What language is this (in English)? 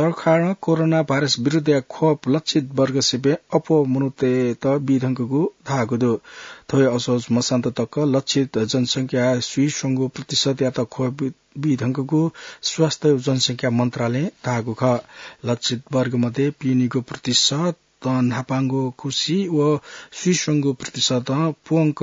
Newari